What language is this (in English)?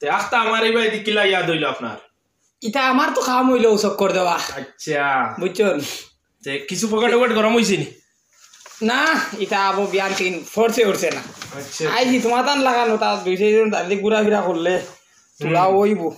Sylheti